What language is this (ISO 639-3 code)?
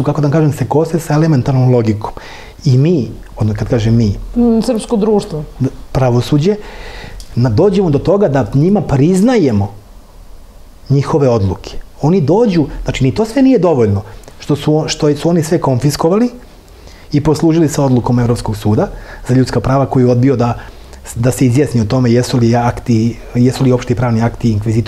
srp